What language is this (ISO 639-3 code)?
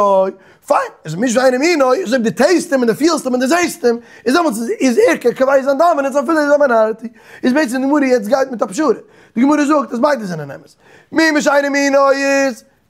yid